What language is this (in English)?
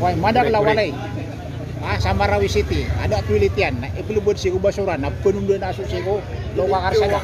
Maranao